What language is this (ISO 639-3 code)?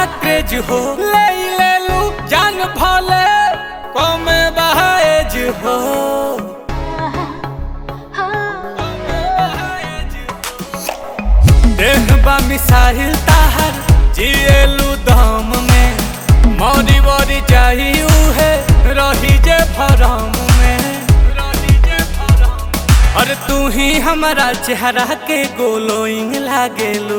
bho